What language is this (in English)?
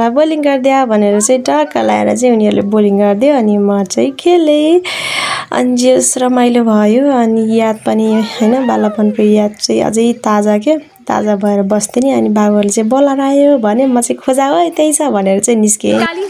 Nepali